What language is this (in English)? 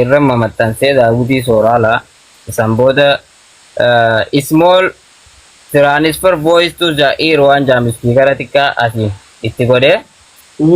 Oromo